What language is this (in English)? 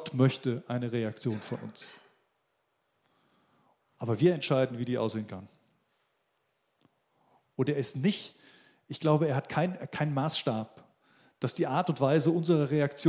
German